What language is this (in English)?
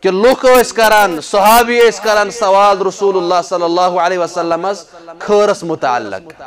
Kashmiri